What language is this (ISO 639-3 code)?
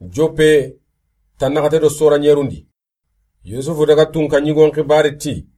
snk